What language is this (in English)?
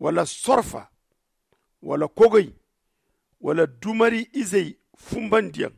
Zarma